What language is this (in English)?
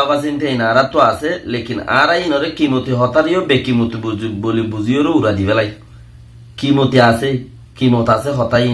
Rohingya